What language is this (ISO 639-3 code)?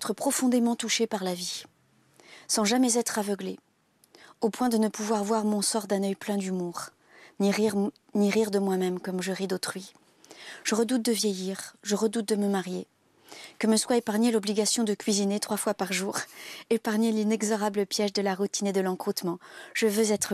fra